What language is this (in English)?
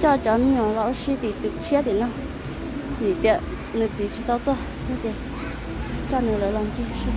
Hmong